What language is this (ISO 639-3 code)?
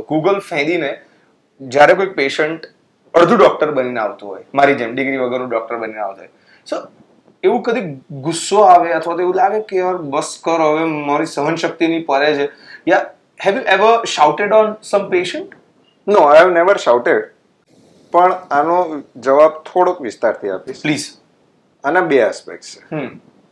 guj